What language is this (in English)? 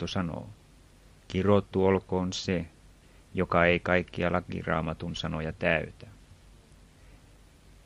Finnish